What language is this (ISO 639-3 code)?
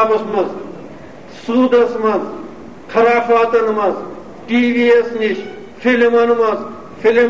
kas